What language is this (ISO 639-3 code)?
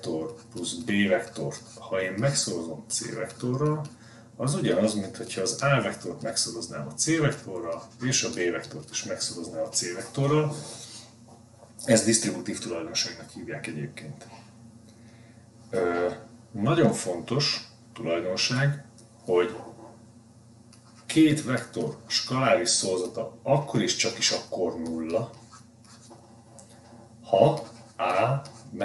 hun